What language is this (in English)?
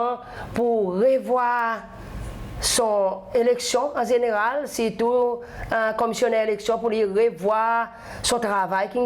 Seselwa Creole French